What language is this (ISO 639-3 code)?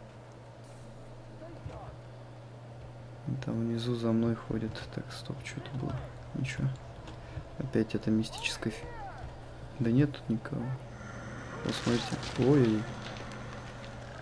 rus